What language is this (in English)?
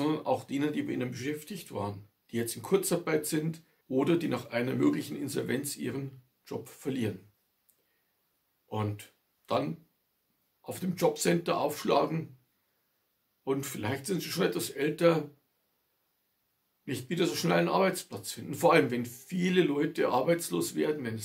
German